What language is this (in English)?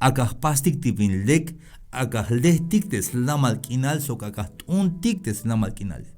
Tzeltal